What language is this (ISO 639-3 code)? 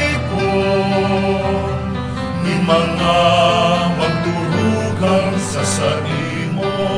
bik